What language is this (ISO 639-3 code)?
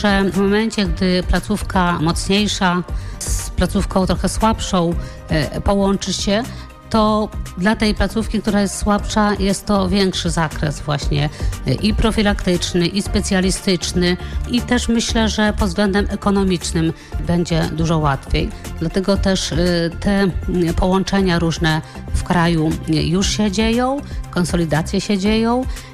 pol